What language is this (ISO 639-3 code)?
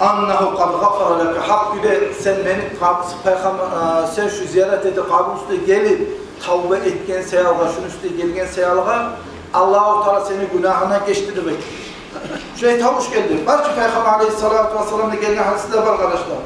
kum